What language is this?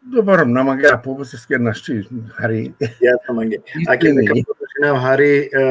Balkan Romani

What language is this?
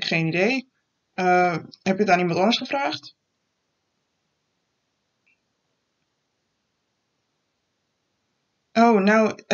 Dutch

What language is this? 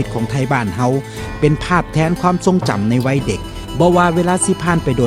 Northeastern Thai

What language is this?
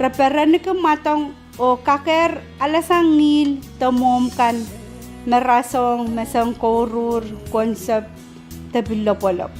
Pohnpeian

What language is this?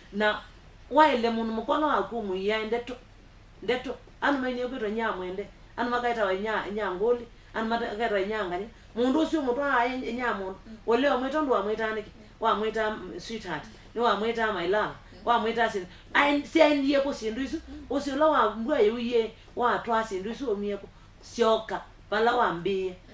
Kamba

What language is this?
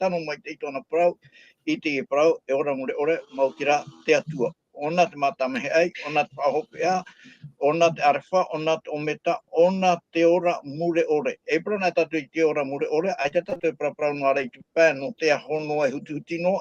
Tahitian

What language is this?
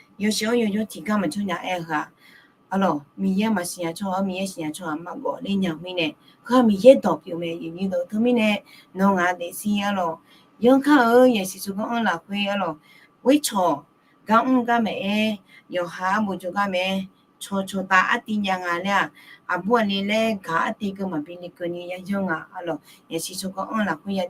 Akha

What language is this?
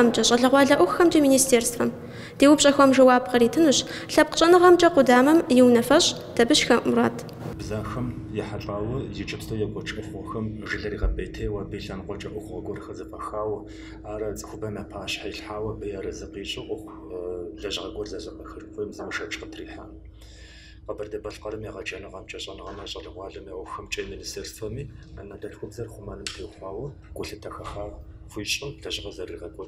Kabardian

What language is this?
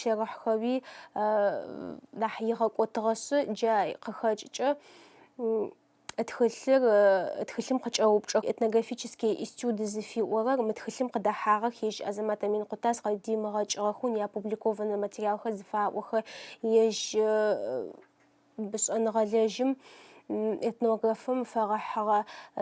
Adyghe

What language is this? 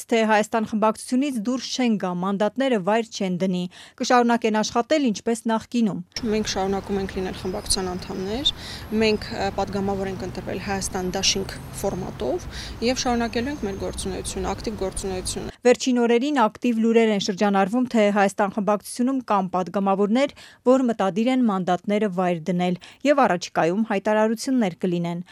Armenian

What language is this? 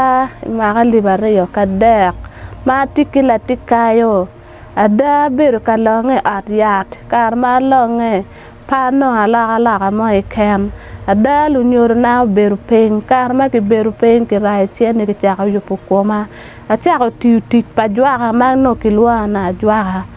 Acoli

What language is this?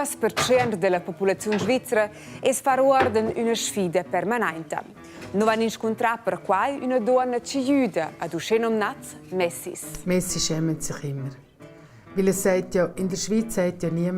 Romansh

